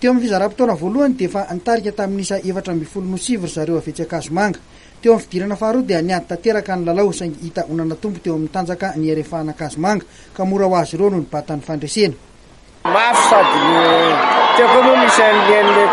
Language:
Malagasy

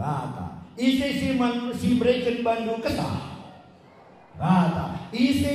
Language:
Batak Karo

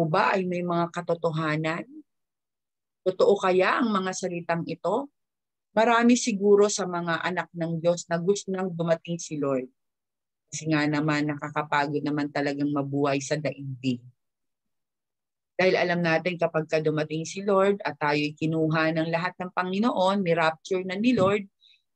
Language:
Filipino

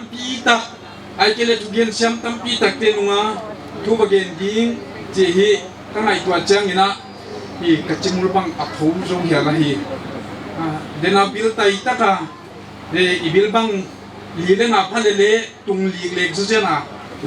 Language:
Paite Chin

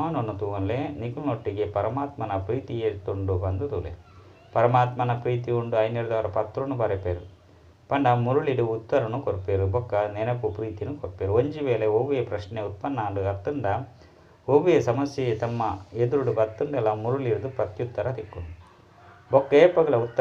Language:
Tulu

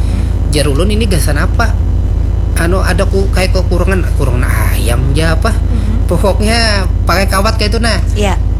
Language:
Banjar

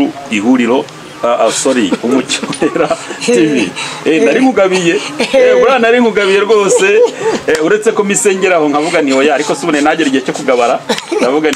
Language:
Kinyarwanda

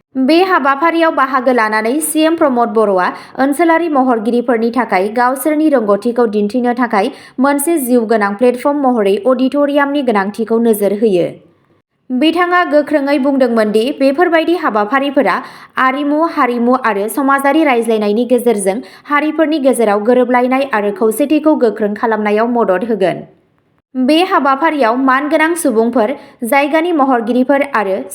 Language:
Bodo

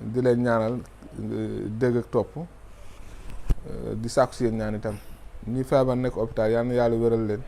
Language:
Wolof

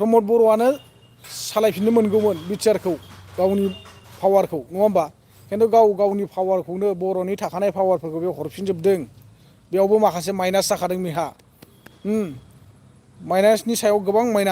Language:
Bodo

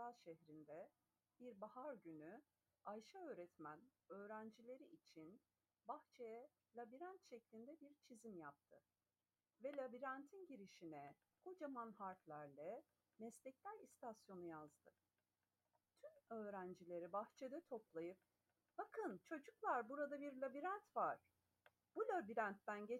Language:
Turkish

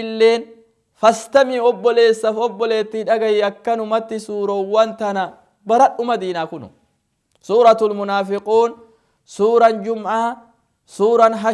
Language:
Oromo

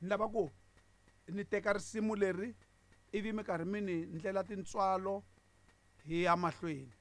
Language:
Tsonga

